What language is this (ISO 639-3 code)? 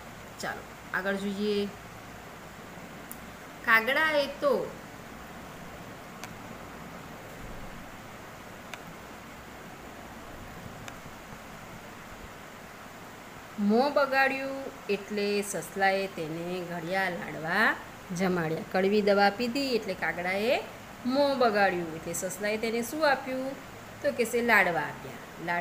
guj